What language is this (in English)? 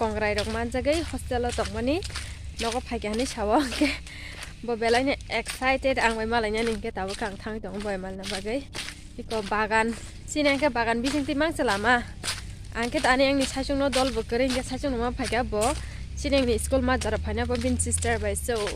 Kok Borok